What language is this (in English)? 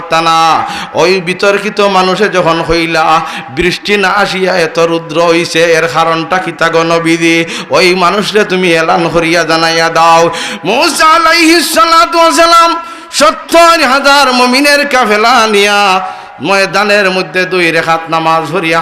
Sylheti